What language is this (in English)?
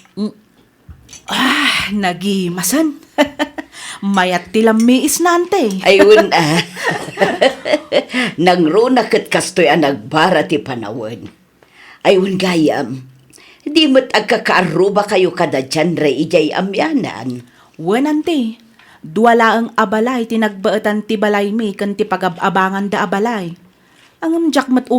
Iloko